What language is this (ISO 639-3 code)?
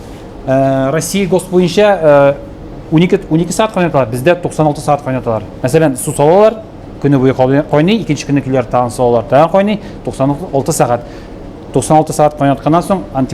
tat